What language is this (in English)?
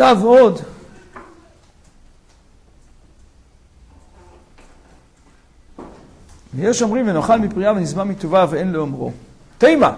Hebrew